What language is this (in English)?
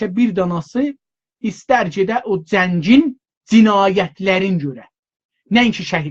South Azerbaijani